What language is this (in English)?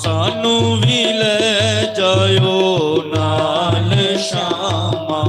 Dogri